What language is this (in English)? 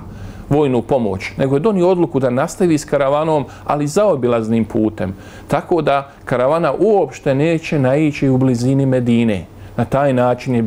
Bosnian